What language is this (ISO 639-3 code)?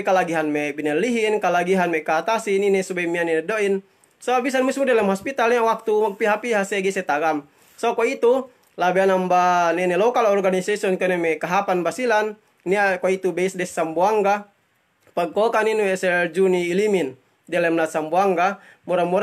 yka